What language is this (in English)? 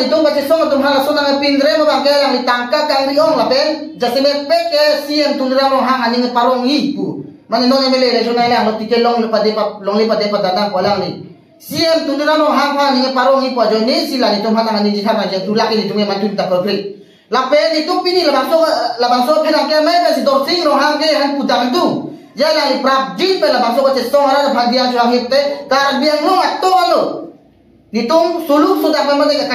Karbi